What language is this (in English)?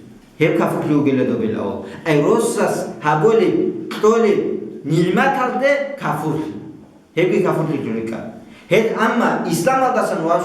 Avaric